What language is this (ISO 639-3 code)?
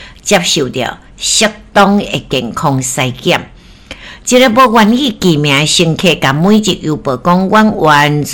nan